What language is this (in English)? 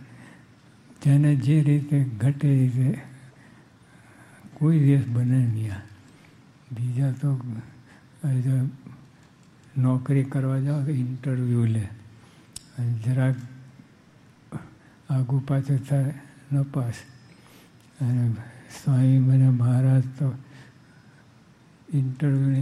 Gujarati